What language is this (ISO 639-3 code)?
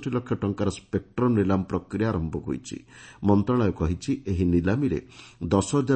ori